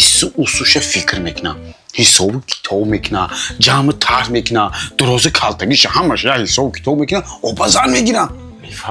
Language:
Tajik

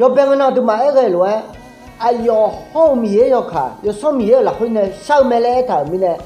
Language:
Akha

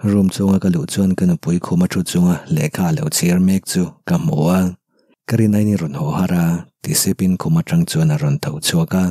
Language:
Mizo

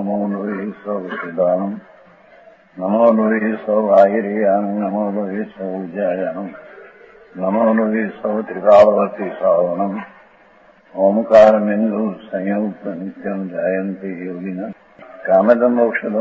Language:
Gujarati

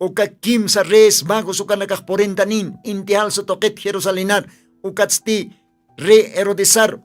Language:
Aymara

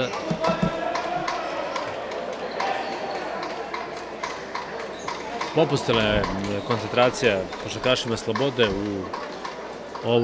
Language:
Serbian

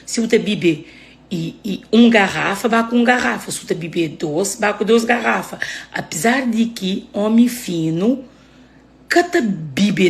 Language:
Kabuverdianu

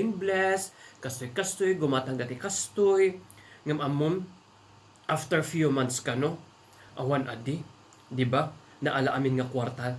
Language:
Iloko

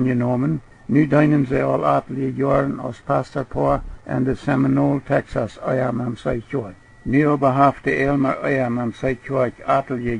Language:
Plautdietsch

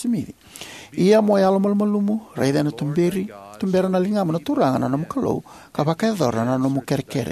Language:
Fijian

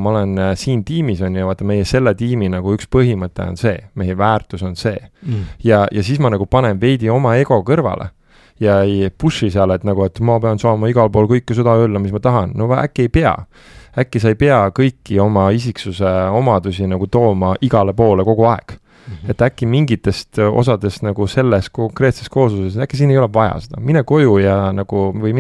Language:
Estonian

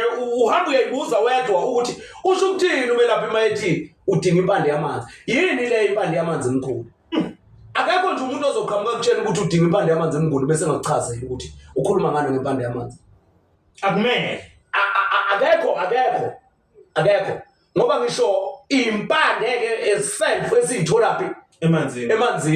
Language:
Zulu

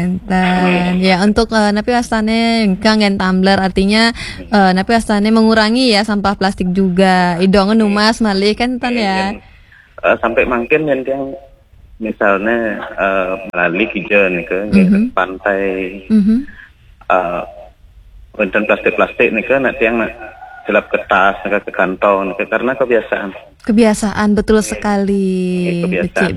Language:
Balinese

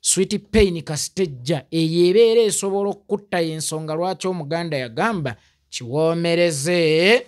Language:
Ganda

